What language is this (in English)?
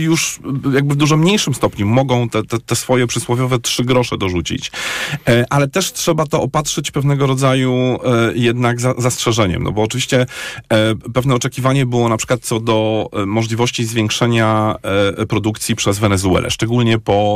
Polish